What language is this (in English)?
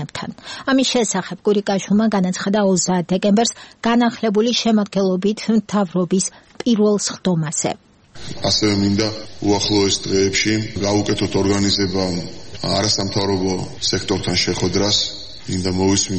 Georgian